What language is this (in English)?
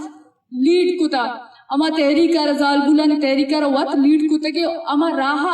Eastern Balochi